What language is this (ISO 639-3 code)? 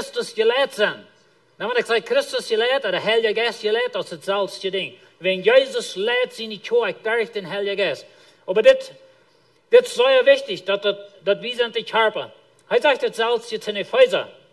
pdt